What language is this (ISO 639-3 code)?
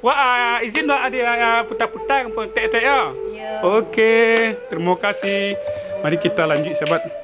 min